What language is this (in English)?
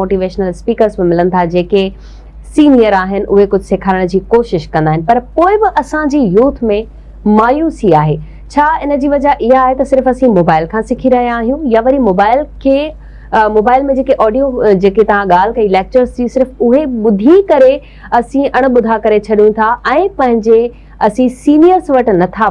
Sindhi